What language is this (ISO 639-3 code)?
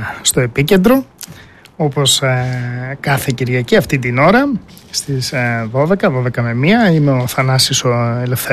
ell